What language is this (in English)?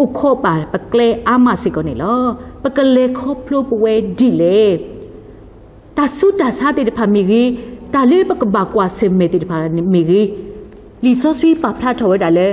S'gaw Karen